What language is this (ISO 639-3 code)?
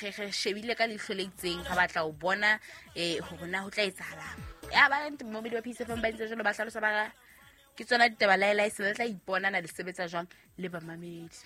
sot